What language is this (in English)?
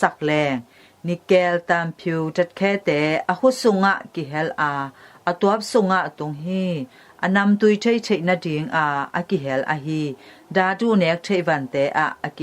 Tedim Chin